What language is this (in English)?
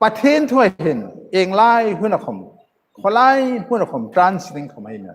Hmar